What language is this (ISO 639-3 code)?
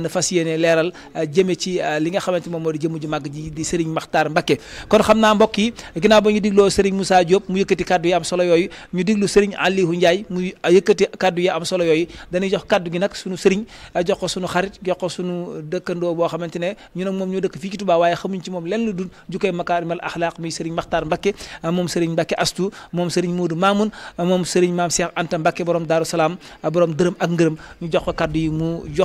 wol